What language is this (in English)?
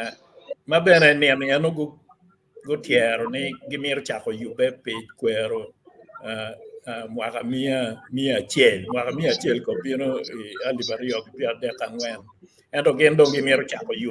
Acoli